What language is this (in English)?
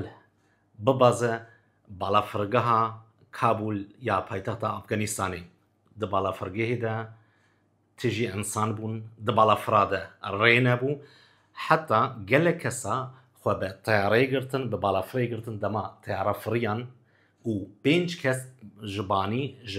Kurdish